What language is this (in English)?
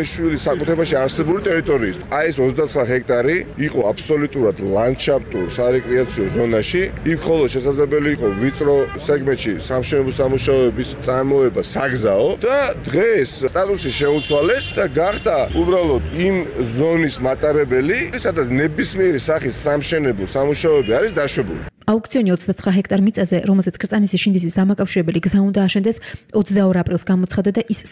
Georgian